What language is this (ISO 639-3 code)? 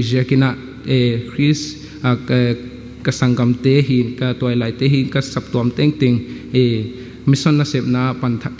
ctd